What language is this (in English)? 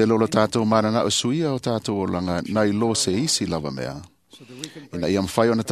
Samoan